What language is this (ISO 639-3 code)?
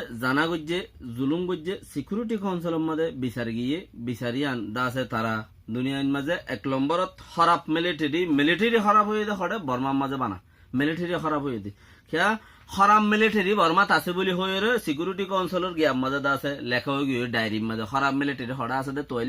rhg